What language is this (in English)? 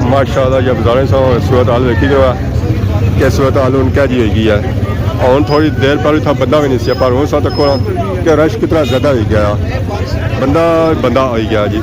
Pahari-Potwari